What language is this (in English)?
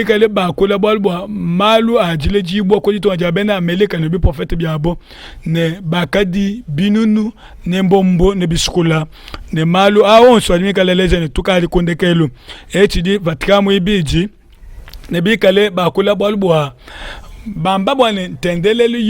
Luba-Lulua